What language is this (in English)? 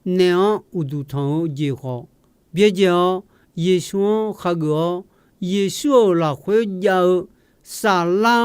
Akha